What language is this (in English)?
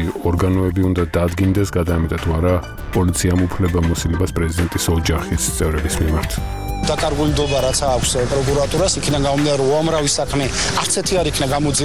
Georgian